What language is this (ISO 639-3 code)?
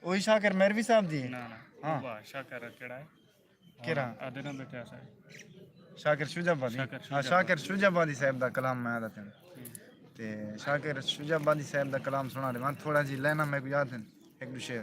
skr